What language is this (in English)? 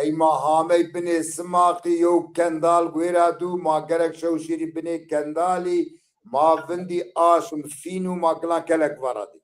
Zaza